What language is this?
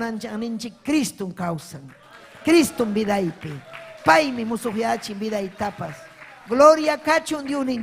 Ayacucho Quechua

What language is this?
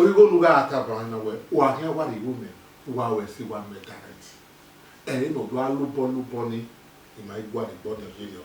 Bini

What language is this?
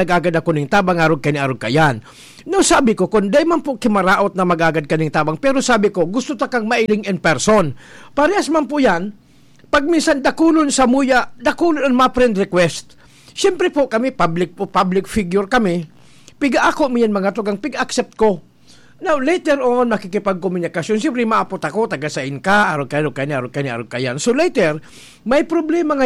Bikol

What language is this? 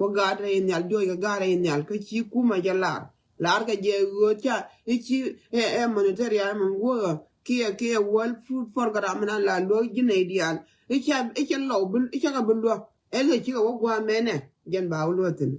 Nuer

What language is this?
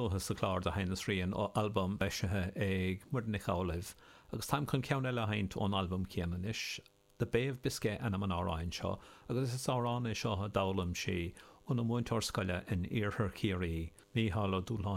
Irish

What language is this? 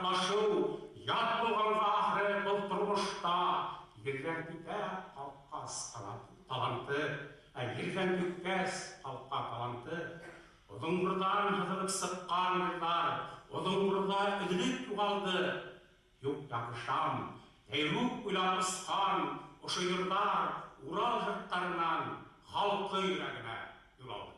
Bashkir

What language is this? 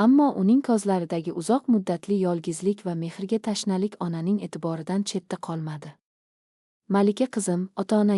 Uzbek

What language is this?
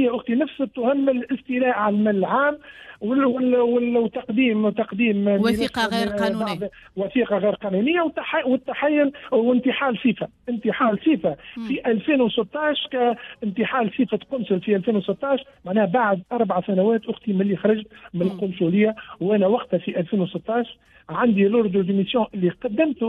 Tunisian Arabic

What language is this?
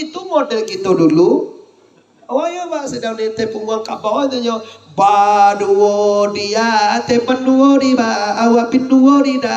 Minangkabau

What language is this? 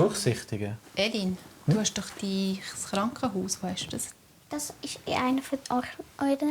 Swiss German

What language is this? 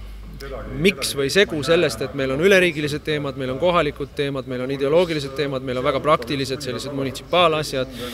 Estonian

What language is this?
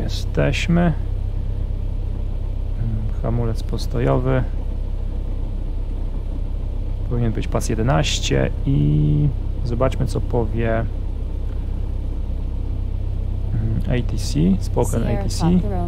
Polish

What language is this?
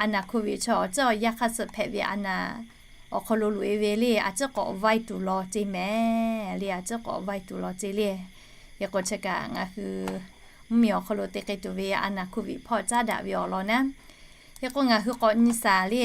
Lahu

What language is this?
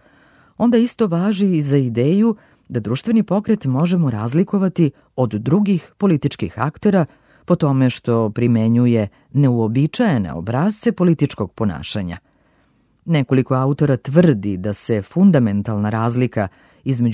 Serbian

